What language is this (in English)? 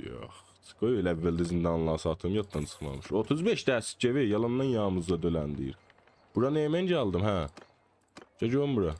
South Azerbaijani